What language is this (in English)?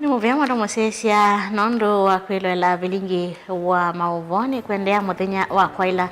Kamba